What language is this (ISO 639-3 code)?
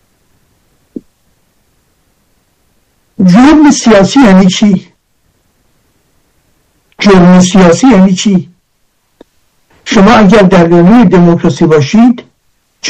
fas